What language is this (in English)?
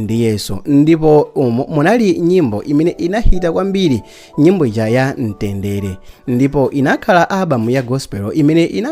Nyanja